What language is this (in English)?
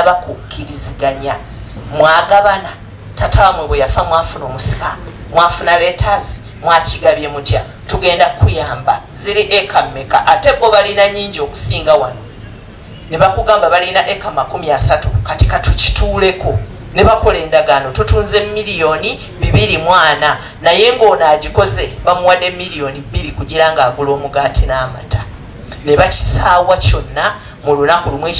Ganda